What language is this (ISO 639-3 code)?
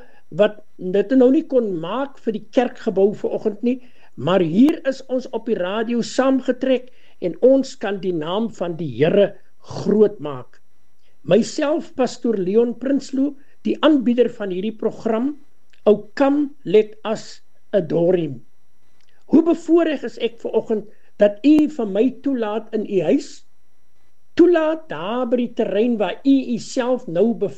afr